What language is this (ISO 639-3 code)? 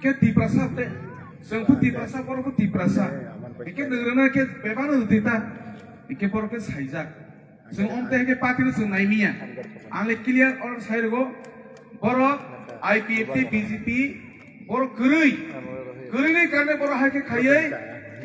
trp